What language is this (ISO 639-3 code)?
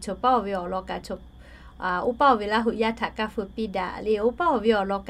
lhu